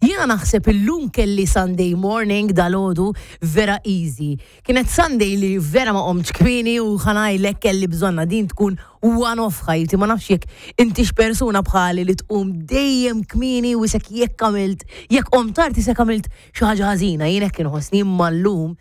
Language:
Maltese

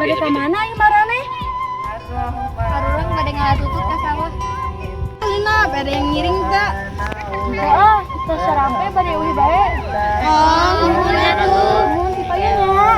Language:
Sundanese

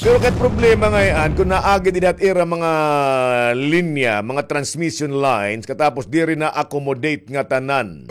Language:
Waray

